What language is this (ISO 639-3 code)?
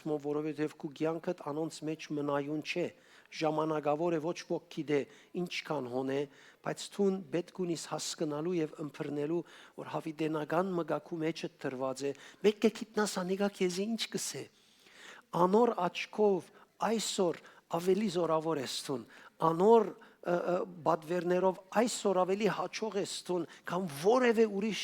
hyw